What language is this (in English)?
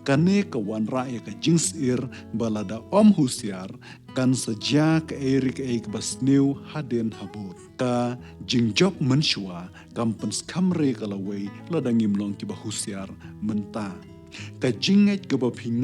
Khasi